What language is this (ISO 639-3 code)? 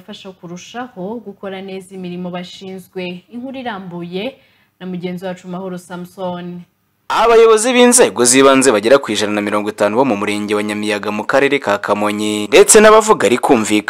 kin